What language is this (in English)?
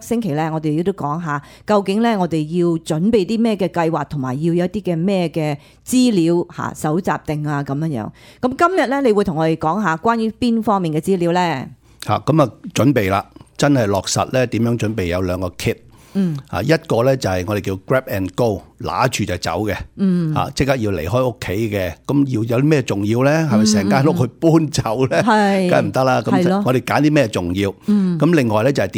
Cantonese